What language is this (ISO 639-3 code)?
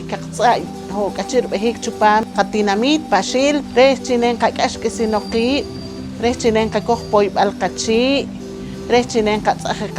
poh